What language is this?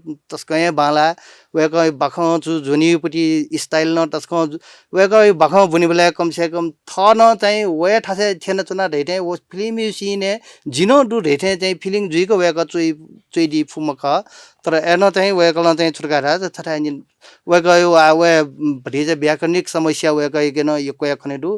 Newari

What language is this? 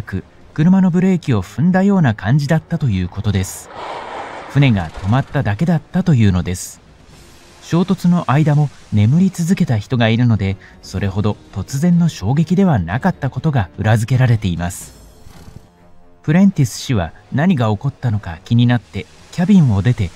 Japanese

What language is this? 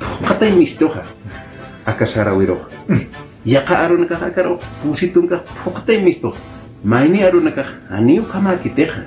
Aymara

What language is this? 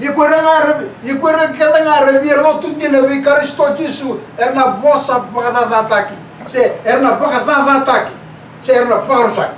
Fijian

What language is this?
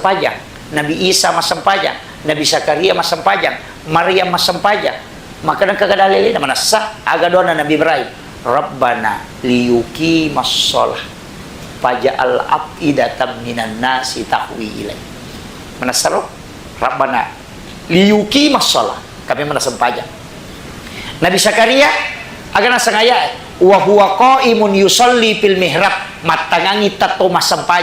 Buginese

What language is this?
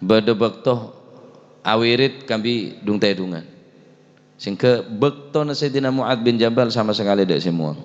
Madurese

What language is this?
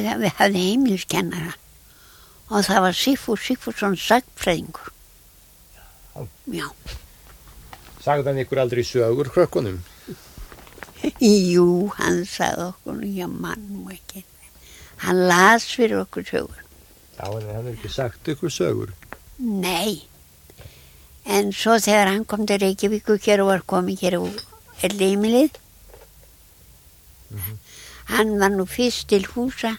Icelandic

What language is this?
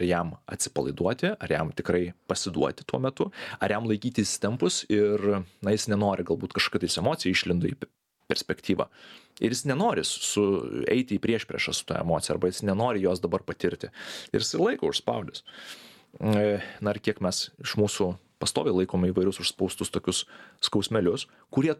Lithuanian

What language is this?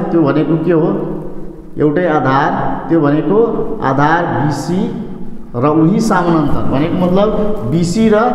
Nepali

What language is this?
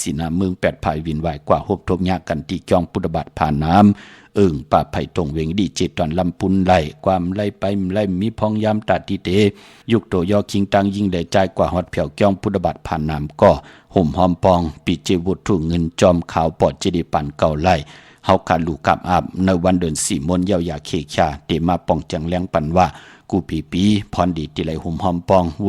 Shan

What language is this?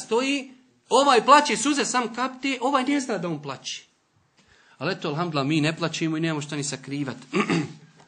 Bosnian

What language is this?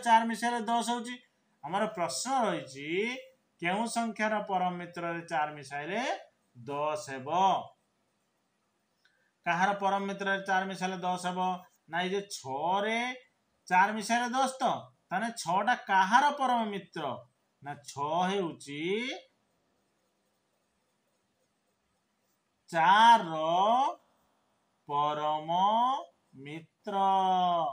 Odia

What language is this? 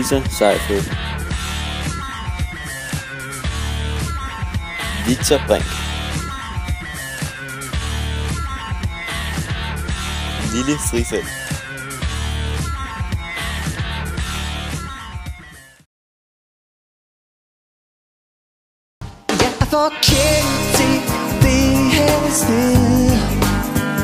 Danish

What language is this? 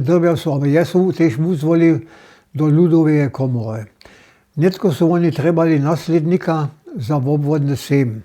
Upper Sorbian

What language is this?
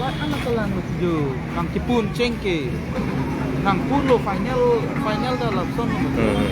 Karbi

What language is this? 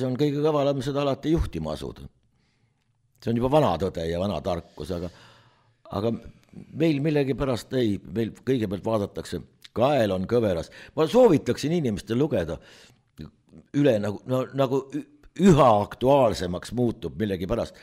Estonian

